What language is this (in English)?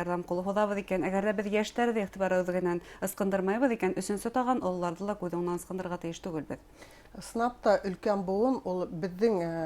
Bashkir